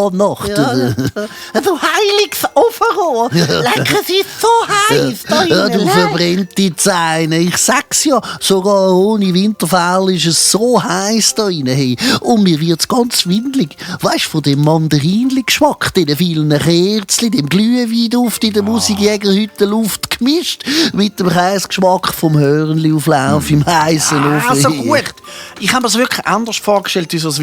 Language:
Swiss German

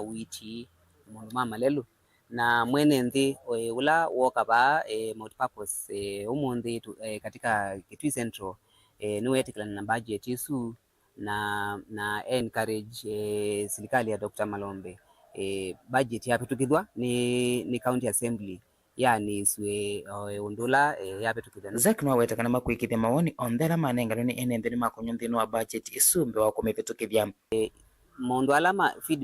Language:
Kamba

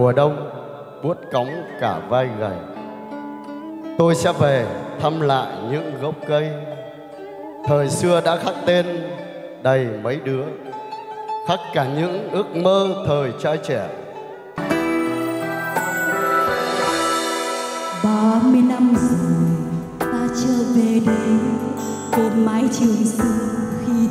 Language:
Vietnamese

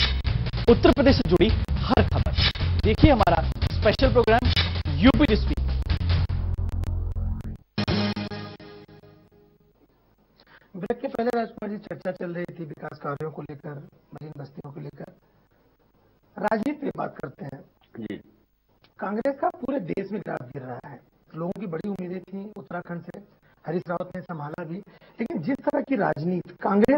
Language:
Hindi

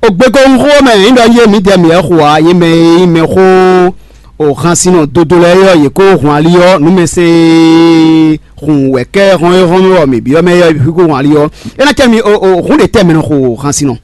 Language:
Fon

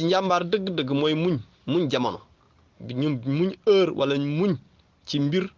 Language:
Wolof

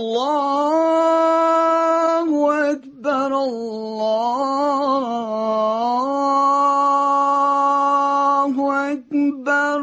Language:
Tatar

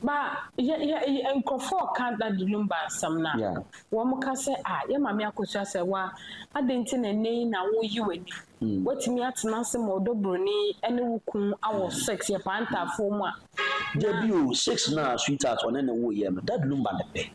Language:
Akan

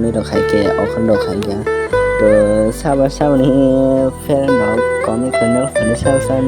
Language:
Kok Borok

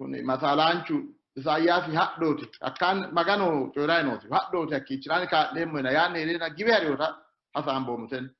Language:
Sidamo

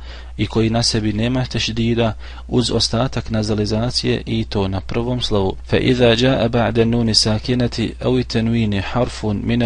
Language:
Bosnian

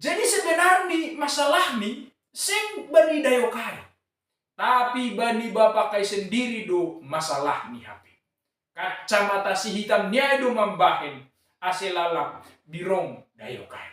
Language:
Batak Simalungun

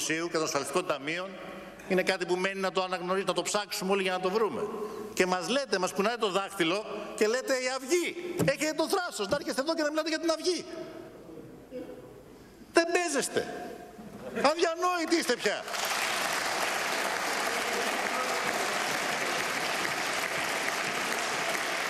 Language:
Greek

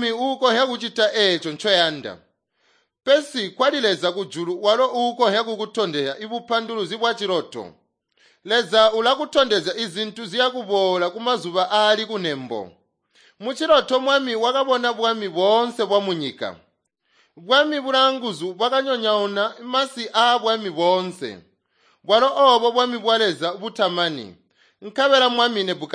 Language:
Tonga (Zambia)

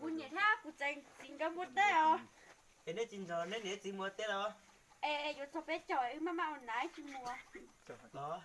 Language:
Hmong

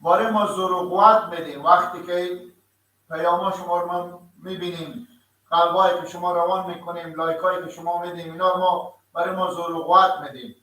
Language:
Persian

